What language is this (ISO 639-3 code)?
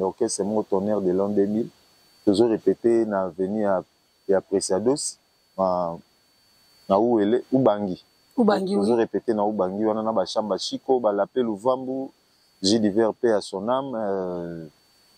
lin